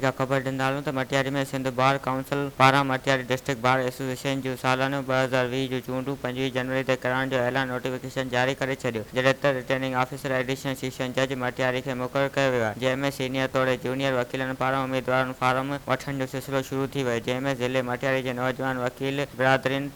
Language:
Sindhi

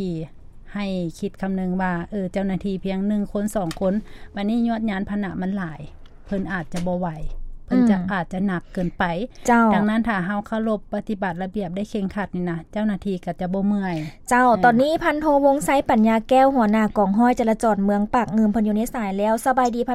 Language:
Lao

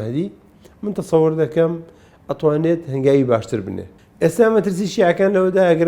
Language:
Central Kurdish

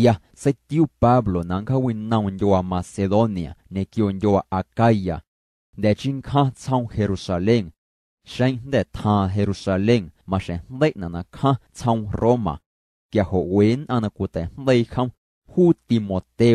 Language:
Guerrero Amuzgo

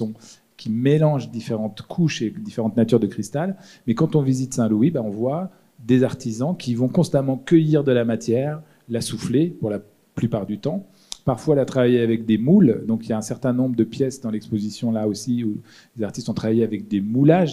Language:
French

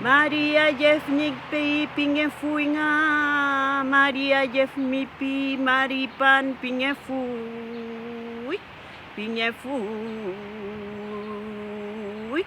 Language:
Mapuche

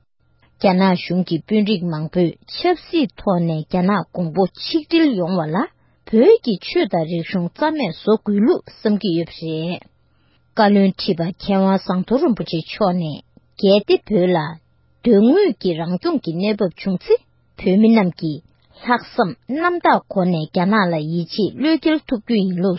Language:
Tibetan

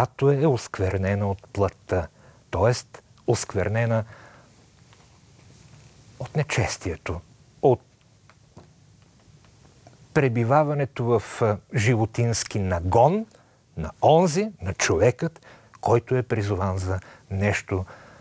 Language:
Bulgarian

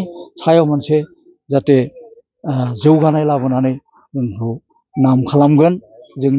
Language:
Bodo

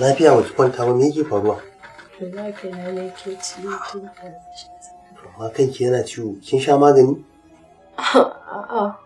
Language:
Hausa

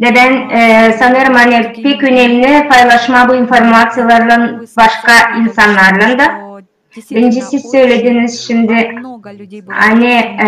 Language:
Gagauz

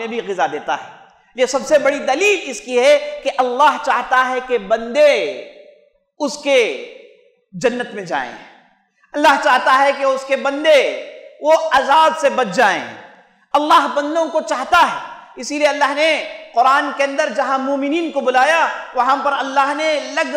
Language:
Urdu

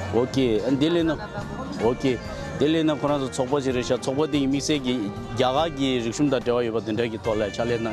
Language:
Tibetan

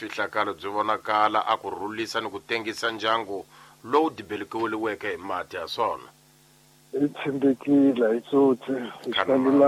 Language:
Tsonga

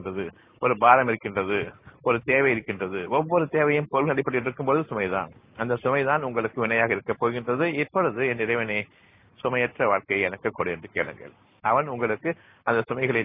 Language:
Tamil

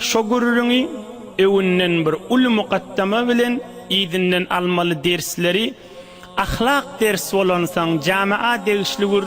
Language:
Turkmen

